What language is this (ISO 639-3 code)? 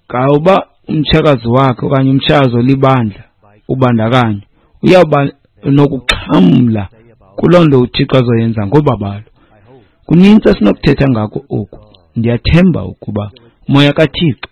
xho